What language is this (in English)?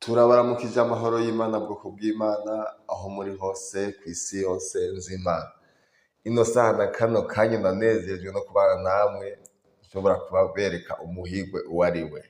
Rundi